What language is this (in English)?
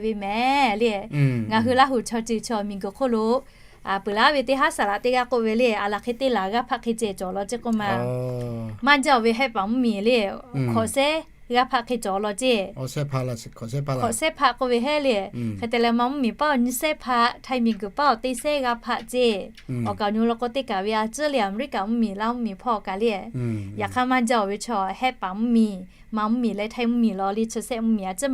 Lahu